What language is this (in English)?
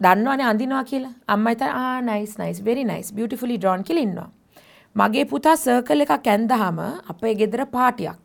Sinhala